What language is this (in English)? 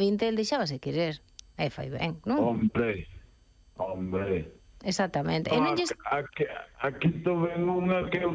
Galician